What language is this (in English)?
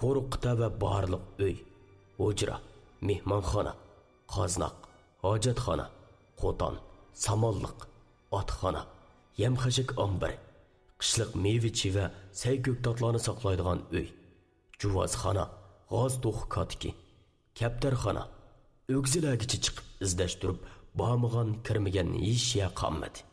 Uyghur